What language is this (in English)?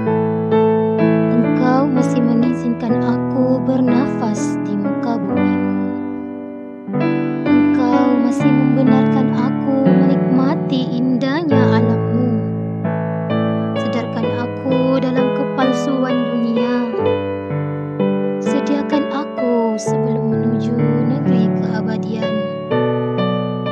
Malay